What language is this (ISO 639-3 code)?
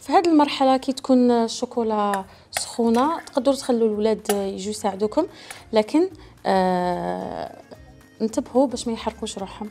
arq